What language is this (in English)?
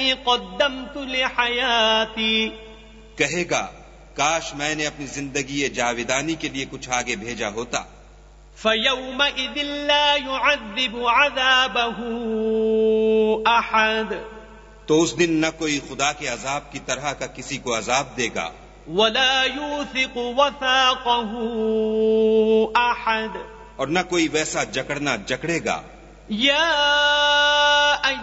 Urdu